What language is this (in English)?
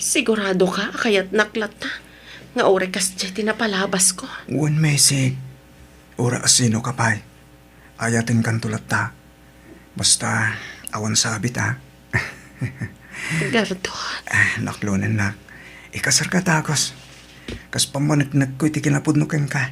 Iloko